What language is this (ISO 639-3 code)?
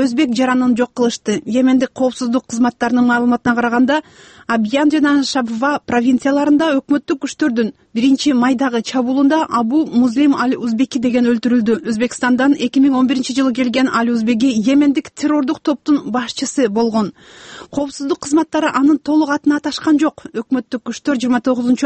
kir